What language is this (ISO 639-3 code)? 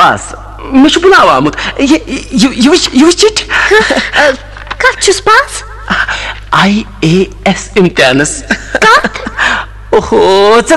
kas